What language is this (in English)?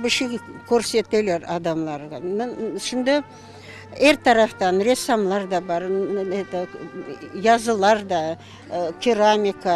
Crimean Tatar